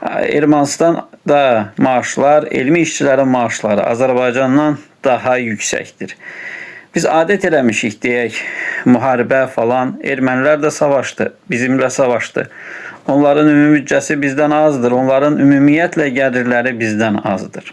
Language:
Azerbaijani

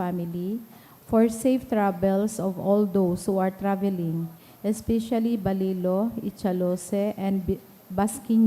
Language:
Bikol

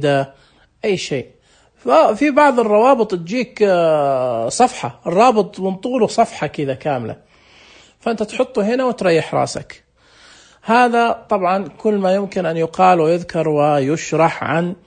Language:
Najdi Arabic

